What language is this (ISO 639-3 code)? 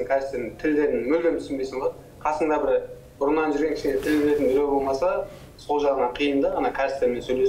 kaz